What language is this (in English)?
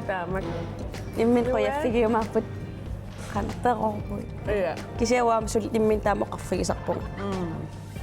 Kalaallisut